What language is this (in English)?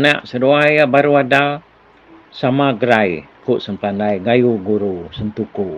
Iban